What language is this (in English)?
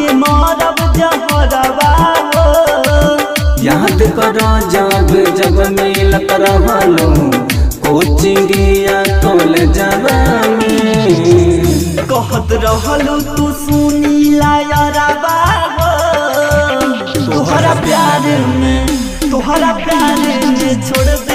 Bhojpuri